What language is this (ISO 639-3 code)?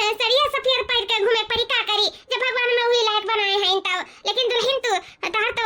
awa